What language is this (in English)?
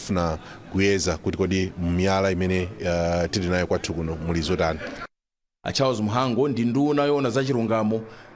Nyanja